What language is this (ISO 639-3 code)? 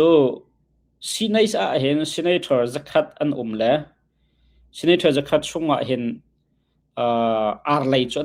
cnh